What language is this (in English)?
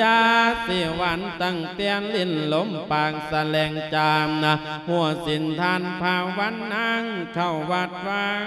Lao